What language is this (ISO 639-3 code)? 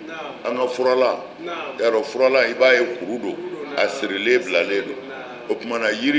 bam